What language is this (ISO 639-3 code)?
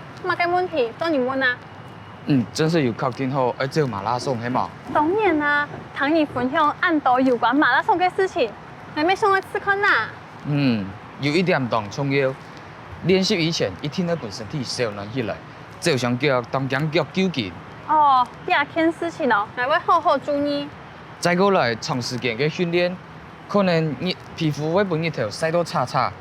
hak